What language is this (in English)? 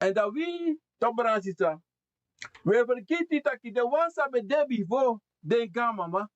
Sranan Tongo